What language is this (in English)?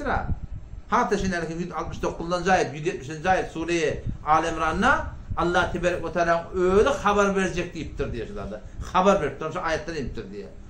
Turkmen